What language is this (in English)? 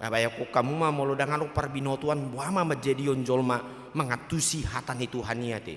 Batak Toba